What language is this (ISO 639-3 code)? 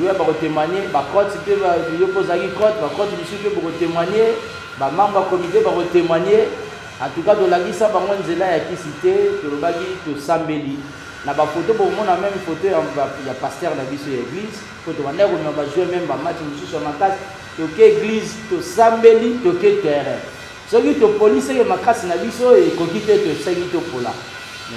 lin